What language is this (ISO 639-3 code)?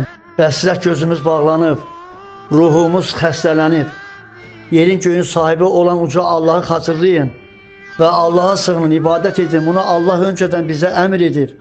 aze